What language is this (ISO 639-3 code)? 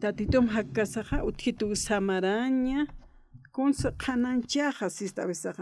aym